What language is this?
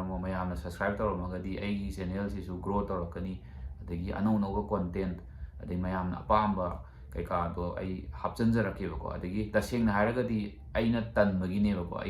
Manipuri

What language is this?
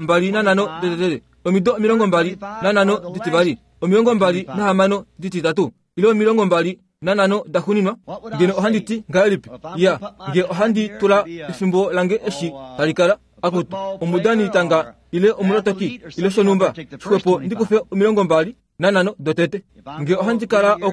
Kuanyama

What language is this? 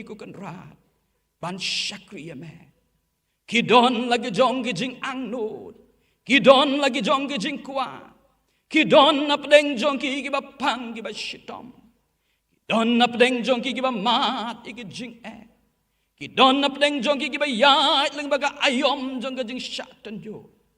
Khasi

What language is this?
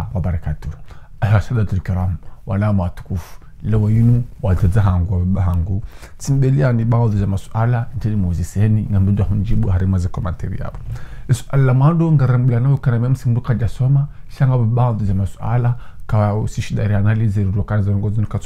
Ngazidja Comorian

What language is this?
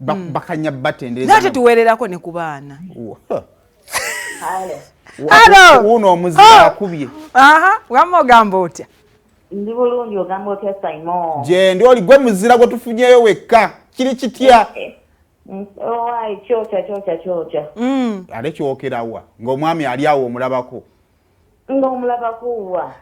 Ganda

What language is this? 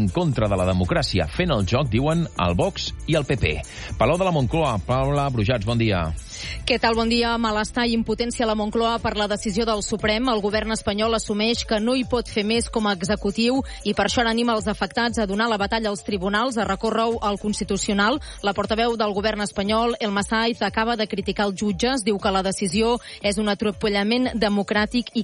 Catalan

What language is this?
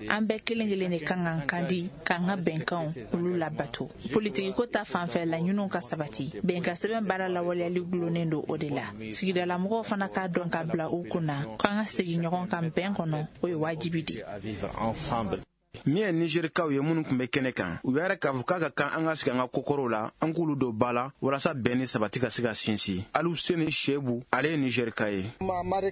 Bambara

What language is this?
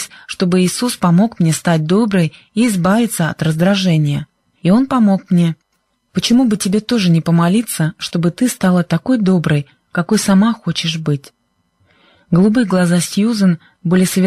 Russian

